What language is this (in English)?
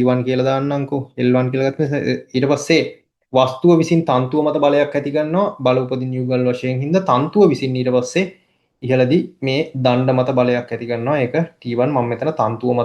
Sinhala